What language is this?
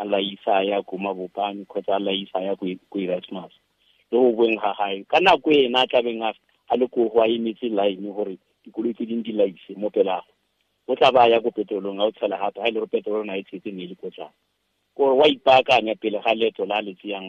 Tswana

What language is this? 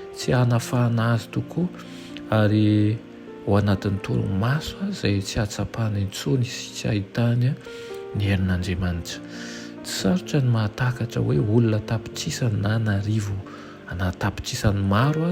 Malagasy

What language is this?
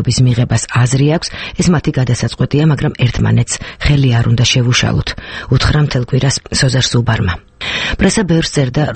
Georgian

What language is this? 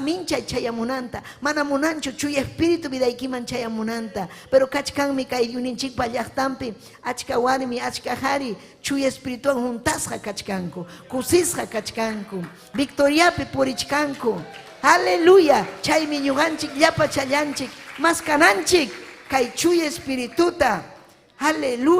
Ayacucho Quechua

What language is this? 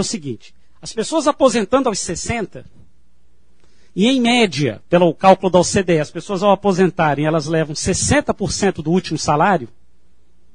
Portuguese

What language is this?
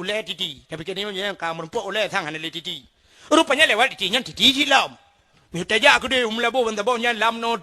Achinese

